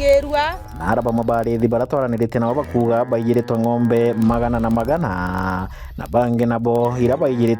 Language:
Meru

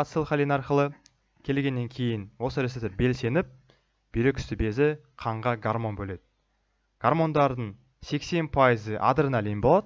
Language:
Kazakh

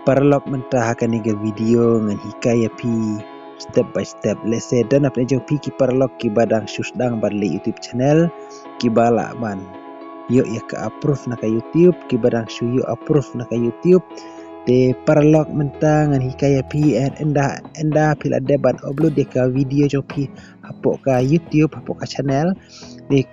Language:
Khasi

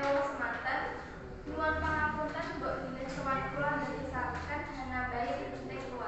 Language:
Javanese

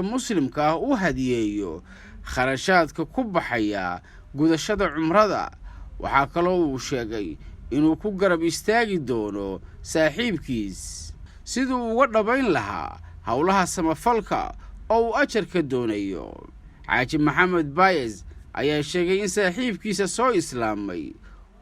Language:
Somali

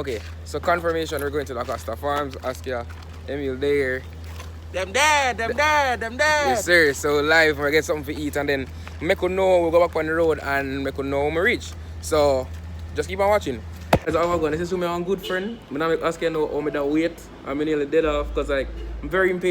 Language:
Jamaican Creole English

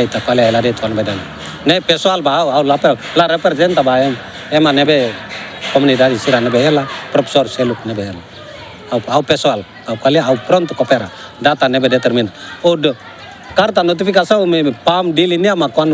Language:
Tetum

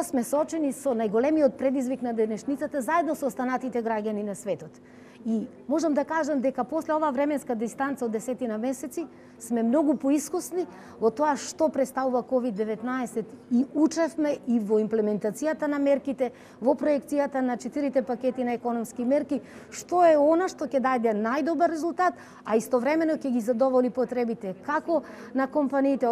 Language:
Macedonian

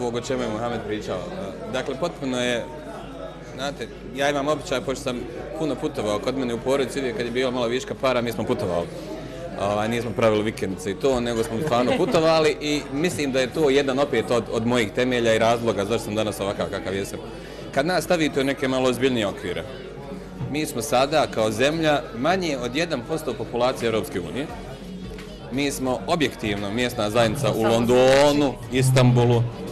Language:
Bosnian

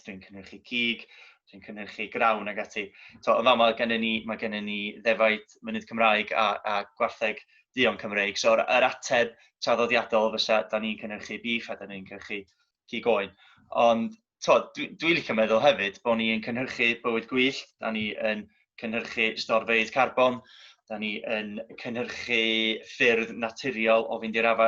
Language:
Welsh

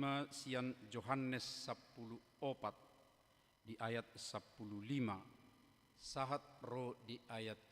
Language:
Batak Toba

